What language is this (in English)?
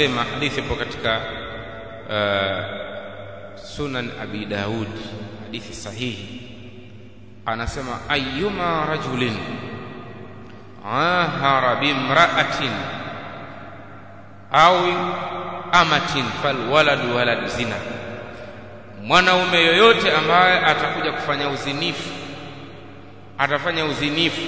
Swahili